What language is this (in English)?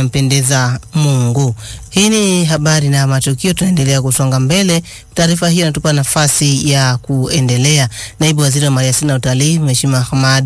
Swahili